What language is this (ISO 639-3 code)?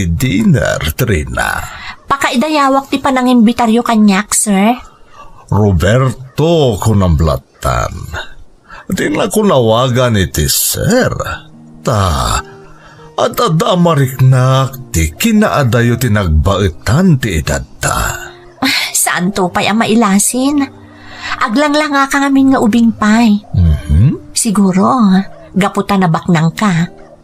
ilo